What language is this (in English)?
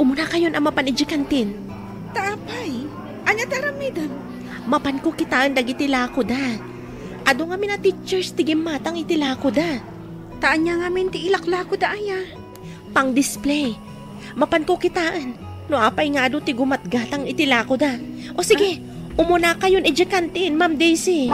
Iloko